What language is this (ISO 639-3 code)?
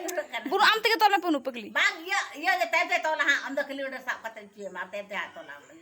sat